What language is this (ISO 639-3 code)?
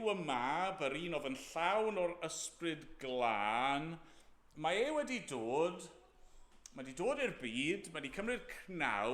cym